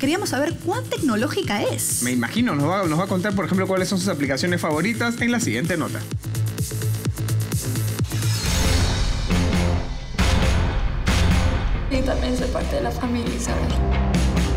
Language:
Spanish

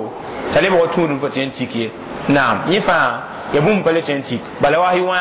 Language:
Mossi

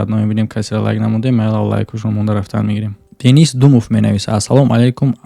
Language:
Tajik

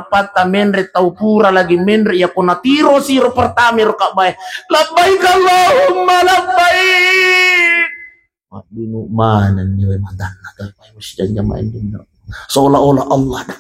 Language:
Buginese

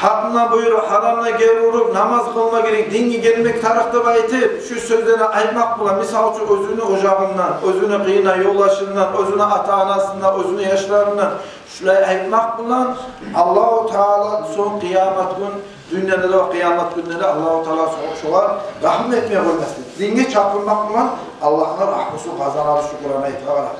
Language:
Kumyk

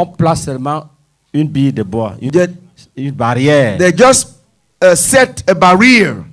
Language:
French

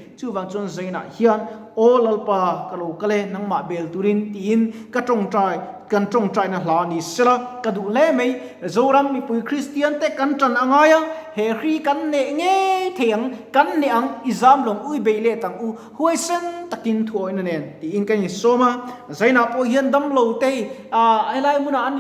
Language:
Mizo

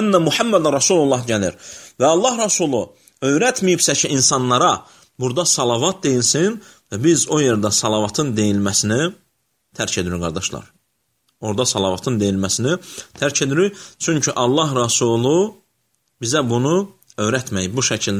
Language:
Azerbaijani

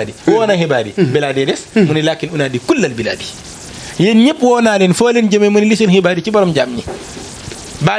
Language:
Wolof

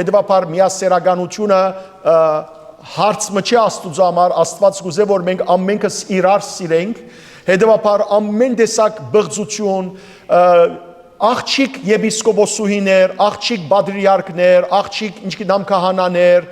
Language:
Western Armenian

